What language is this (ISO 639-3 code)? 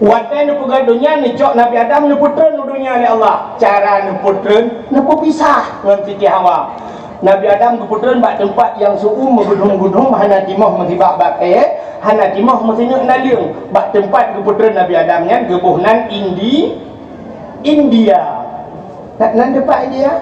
ace